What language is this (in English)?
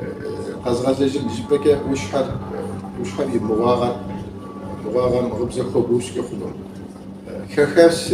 Kabardian